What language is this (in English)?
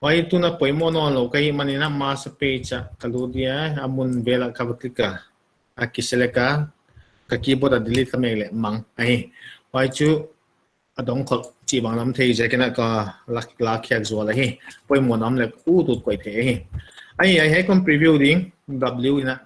Paite Chin